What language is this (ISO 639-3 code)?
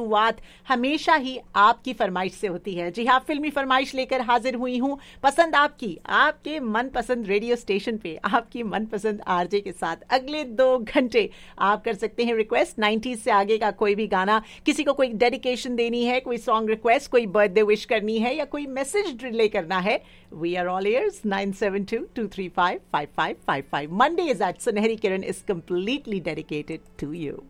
hin